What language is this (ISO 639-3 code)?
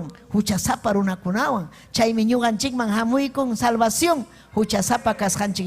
quy